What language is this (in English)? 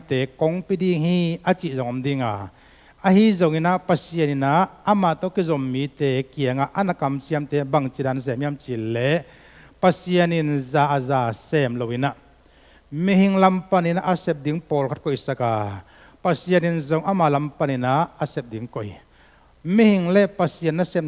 Tedim Chin